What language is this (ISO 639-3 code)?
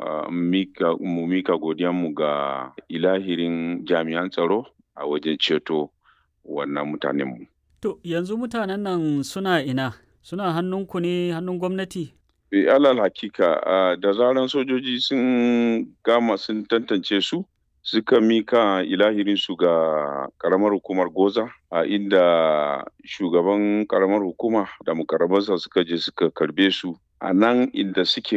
hau